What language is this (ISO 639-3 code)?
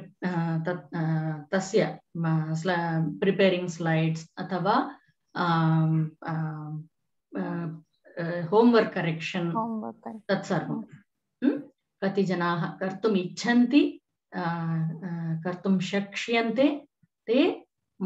san